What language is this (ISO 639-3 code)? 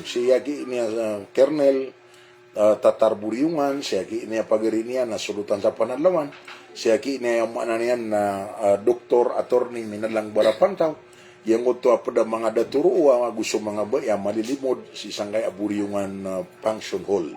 mrw